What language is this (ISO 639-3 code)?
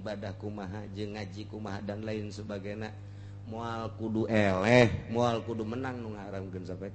sun